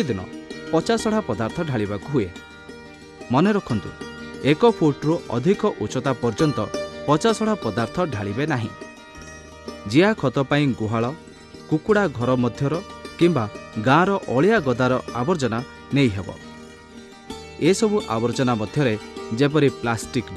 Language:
Odia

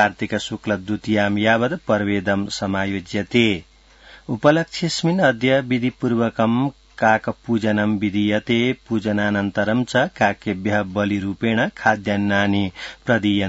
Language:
Sanskrit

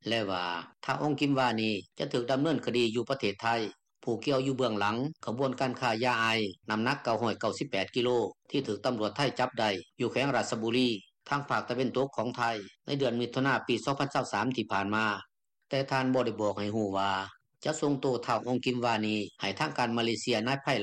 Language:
Lao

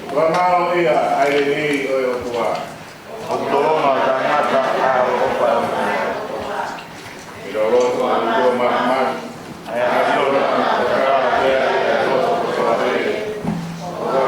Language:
Tongan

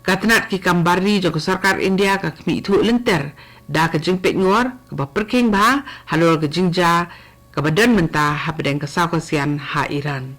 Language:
Khasi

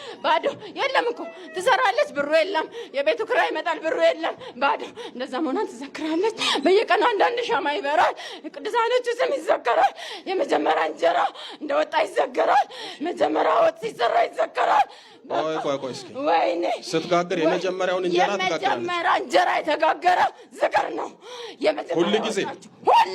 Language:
Amharic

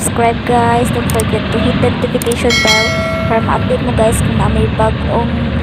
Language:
Cebuano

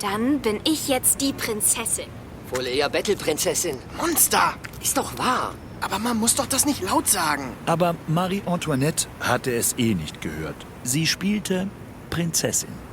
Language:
Swiss German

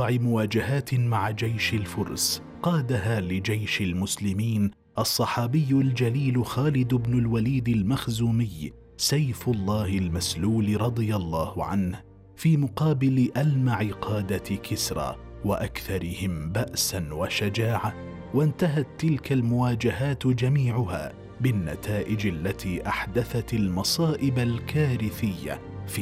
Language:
Arabic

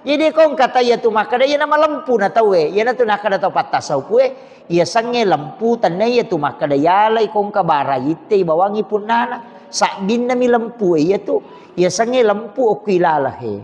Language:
Buginese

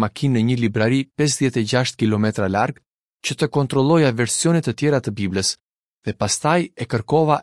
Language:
Albanian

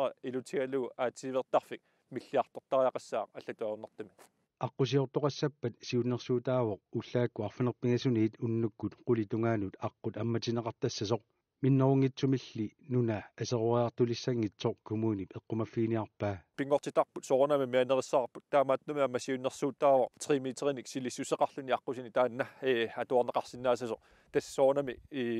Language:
Kalaallisut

